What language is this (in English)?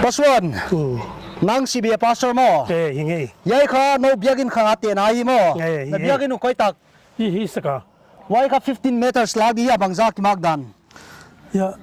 Paite Chin